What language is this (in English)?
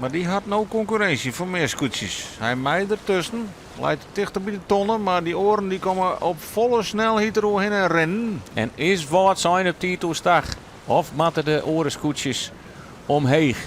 Western Frisian